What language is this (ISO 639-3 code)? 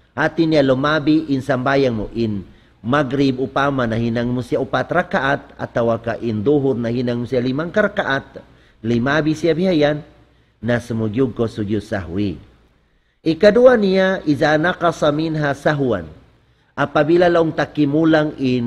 tsg